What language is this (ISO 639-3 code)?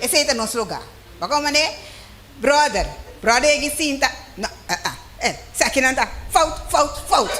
pap